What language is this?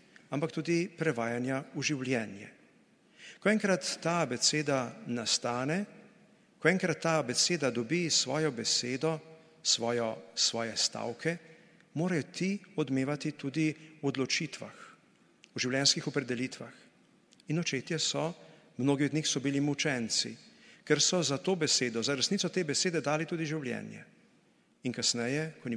Slovenian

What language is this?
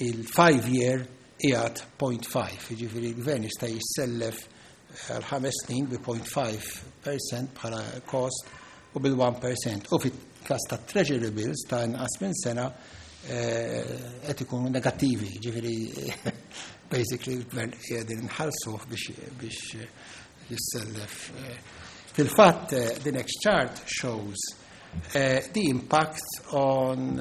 Maltese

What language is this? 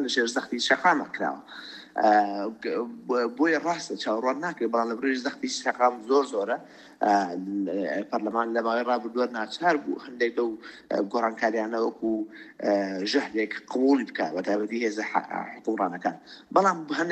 Central Kurdish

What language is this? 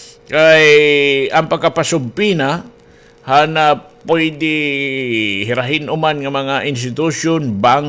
Waray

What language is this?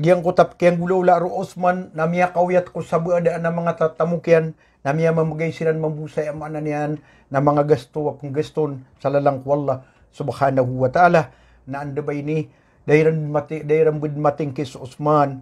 Maranao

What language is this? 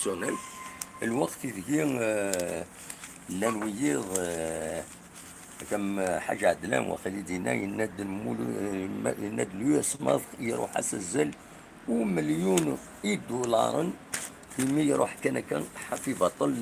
Kabyle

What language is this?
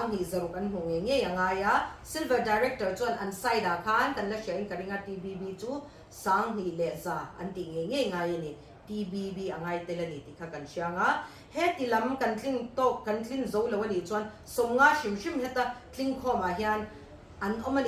Mizo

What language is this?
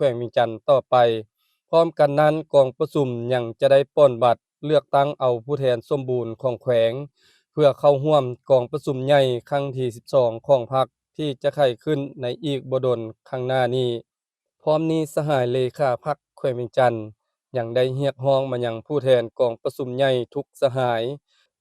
Lao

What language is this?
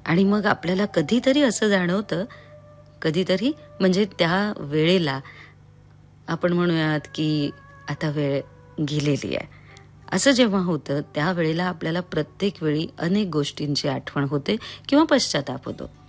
Marathi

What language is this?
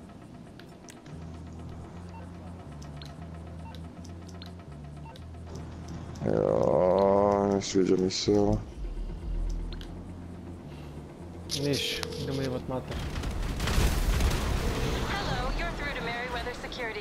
Croatian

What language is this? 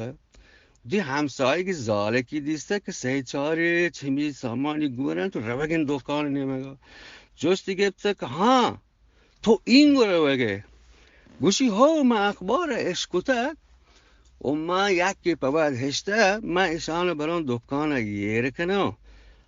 Eastern Balochi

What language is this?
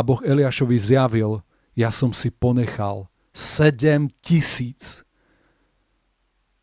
Slovak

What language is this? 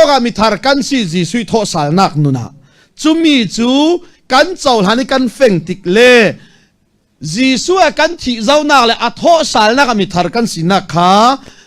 Falam Chin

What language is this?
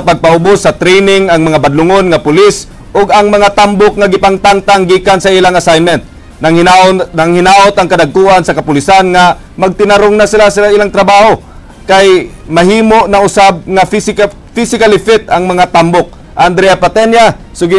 Cebuano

